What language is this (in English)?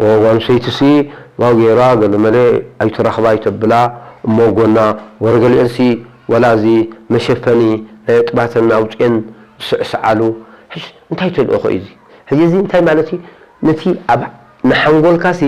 Tigrinya